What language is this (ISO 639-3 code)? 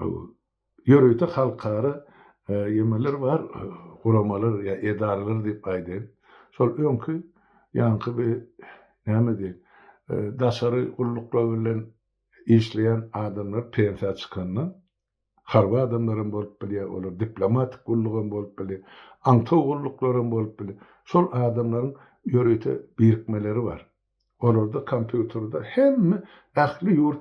tuk